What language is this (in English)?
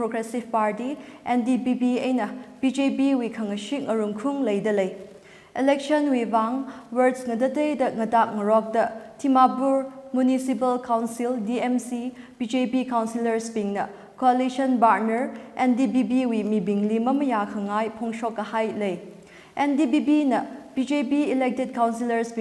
Tangkhul Naga (India)